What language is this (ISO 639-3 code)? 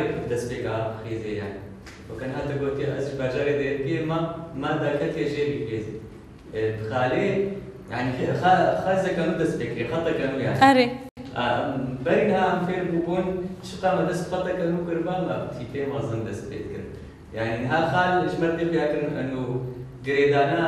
kur